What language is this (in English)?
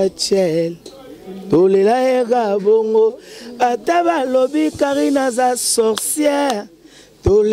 Lingala